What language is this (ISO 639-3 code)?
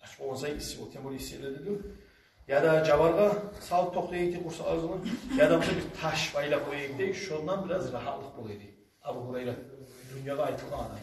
kum